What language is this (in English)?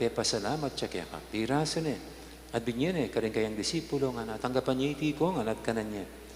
Pampanga